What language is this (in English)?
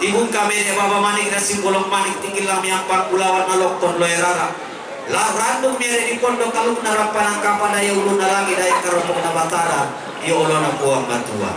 Toraja-Sa'dan